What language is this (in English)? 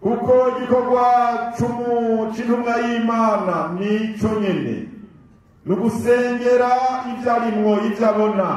Rundi